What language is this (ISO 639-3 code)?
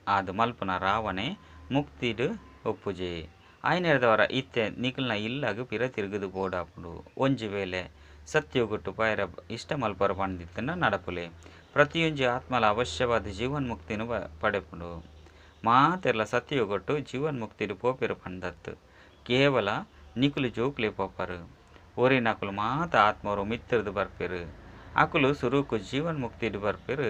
tcy